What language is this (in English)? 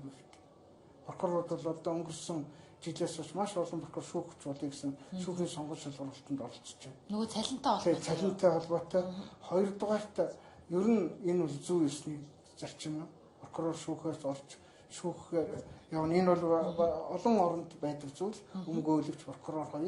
Mongolian